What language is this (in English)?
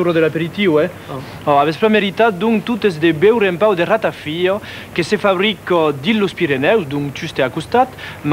Occitan